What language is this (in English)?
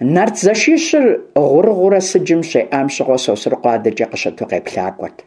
Kabardian